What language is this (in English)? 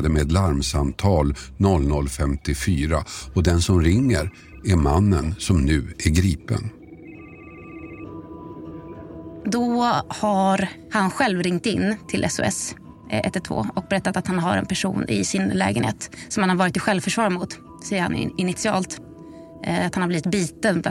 Swedish